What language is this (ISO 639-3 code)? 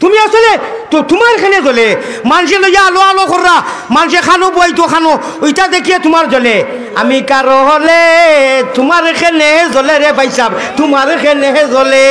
syl